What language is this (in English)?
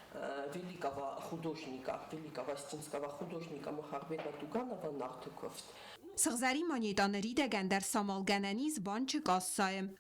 Ossetic